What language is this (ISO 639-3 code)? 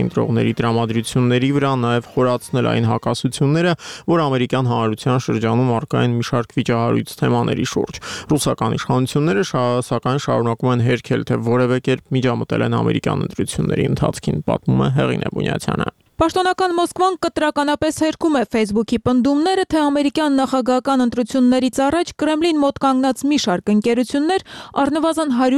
hye